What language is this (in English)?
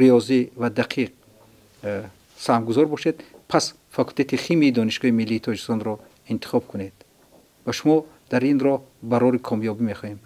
Tajik